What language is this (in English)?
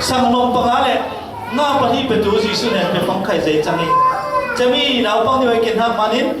Falam Chin